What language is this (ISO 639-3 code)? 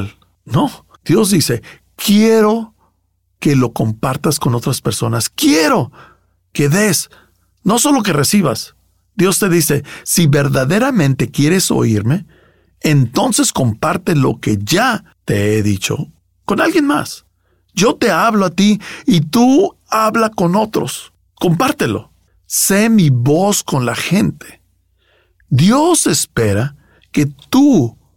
spa